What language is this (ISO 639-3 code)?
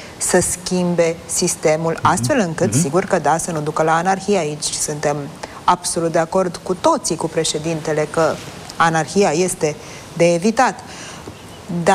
ron